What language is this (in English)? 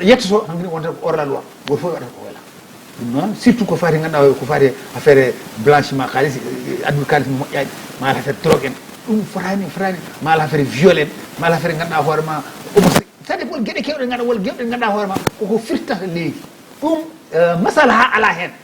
Fula